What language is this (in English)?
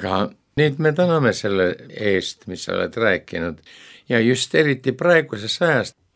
Estonian